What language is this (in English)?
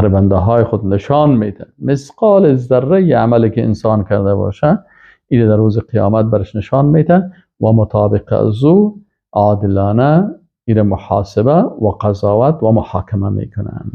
Persian